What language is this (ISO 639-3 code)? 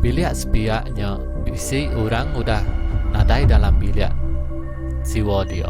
iba